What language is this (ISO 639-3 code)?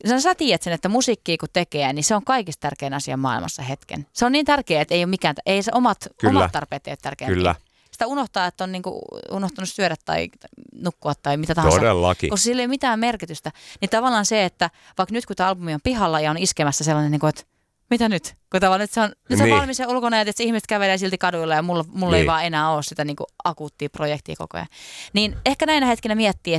fin